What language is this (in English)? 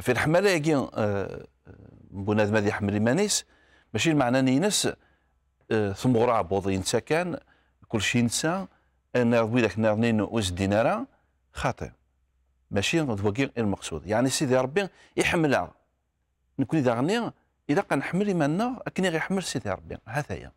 Kabyle